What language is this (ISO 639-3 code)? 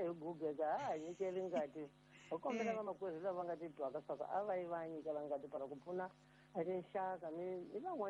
tso